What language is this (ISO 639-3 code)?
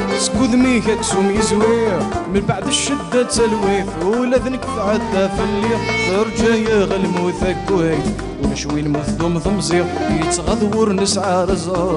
kab